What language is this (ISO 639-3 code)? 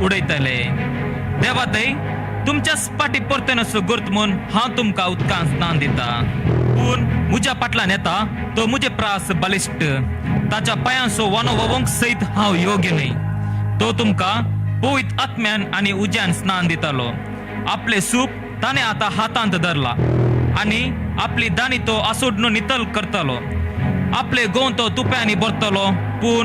kok